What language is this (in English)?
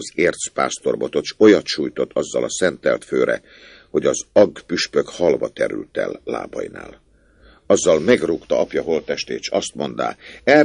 Hungarian